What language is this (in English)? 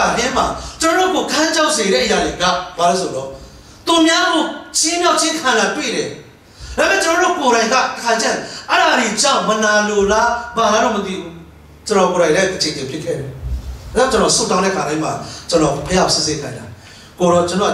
Burmese